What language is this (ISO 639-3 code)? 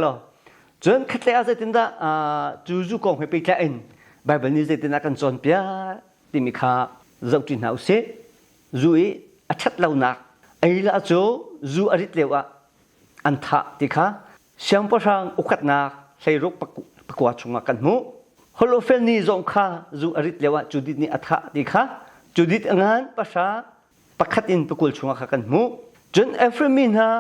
cnh